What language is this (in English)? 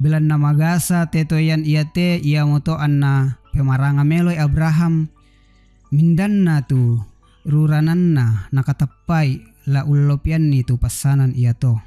Toraja-Sa'dan